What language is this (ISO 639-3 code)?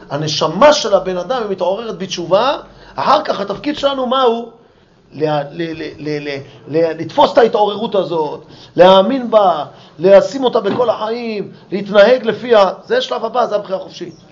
heb